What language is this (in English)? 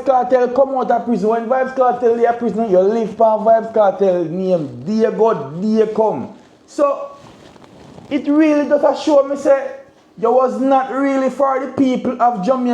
Jamaican Creole English